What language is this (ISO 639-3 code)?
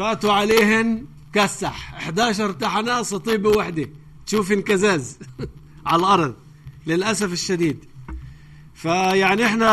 apc